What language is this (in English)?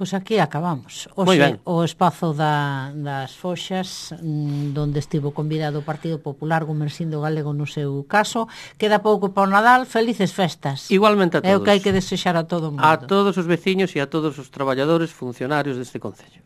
Galician